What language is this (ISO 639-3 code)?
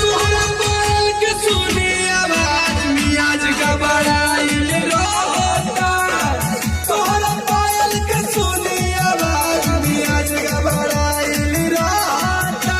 mai